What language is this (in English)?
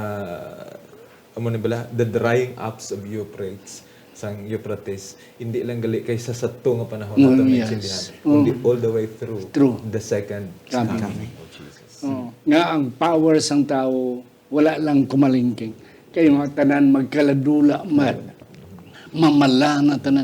Hiligaynon